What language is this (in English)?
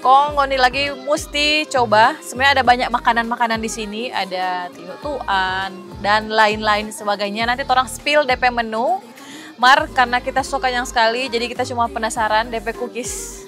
Manado Malay